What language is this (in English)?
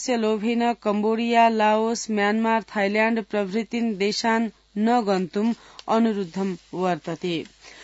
Sanskrit